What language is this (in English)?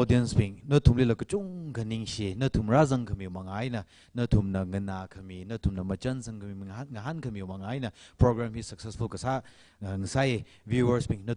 Tangkhul Naga (India)